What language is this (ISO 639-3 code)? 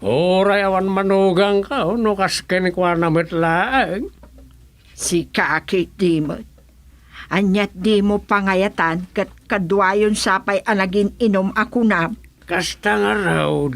ilo